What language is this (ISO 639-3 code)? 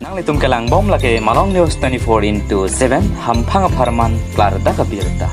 mjw